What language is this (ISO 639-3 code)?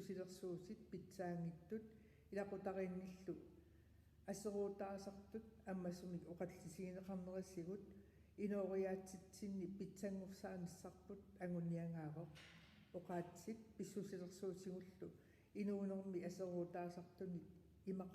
kal